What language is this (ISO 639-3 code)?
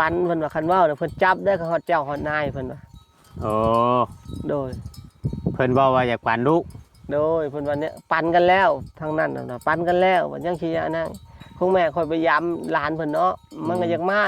tts